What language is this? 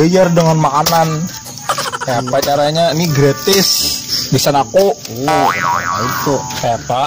Banjar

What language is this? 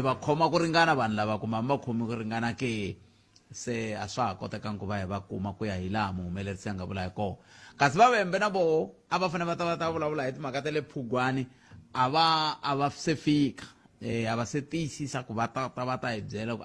Tsonga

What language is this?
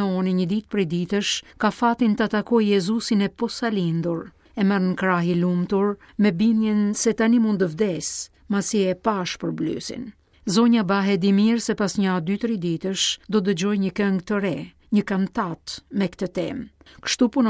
Albanian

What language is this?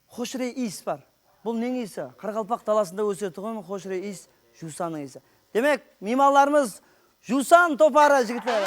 Kara-Kalpak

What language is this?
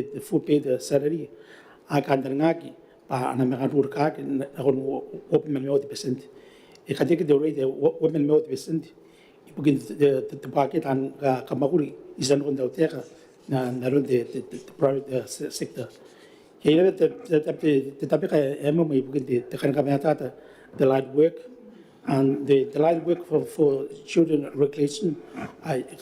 Gilbertese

